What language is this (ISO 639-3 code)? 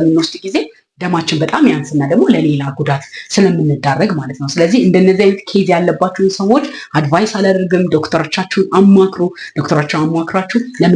amh